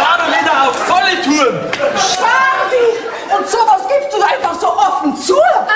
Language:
Bavarian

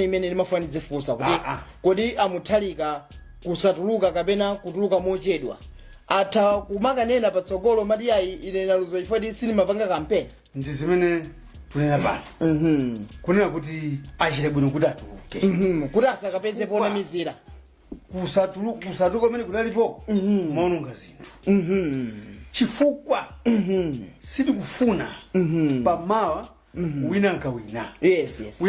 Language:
Nyanja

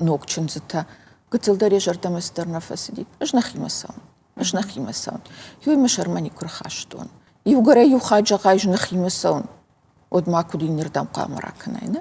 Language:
Ossetic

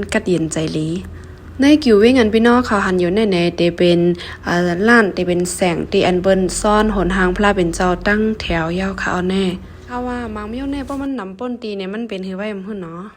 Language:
Shan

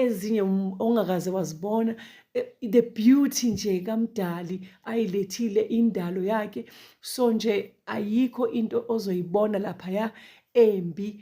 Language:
Zulu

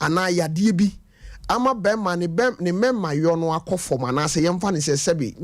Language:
Akan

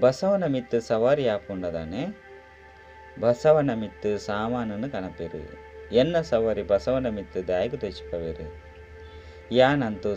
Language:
Tulu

